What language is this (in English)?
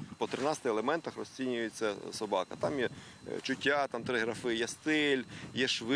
Ukrainian